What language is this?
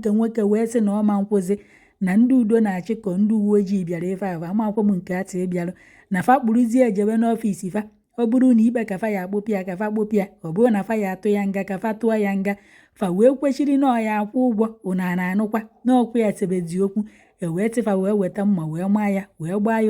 Igbo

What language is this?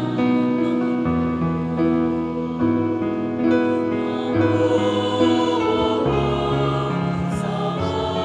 Filipino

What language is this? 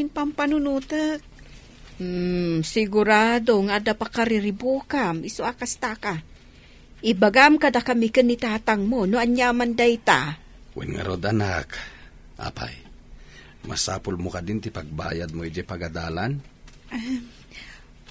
Iloko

